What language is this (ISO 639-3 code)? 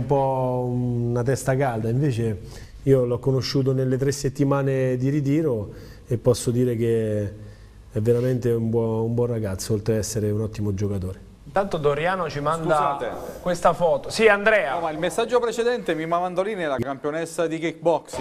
ita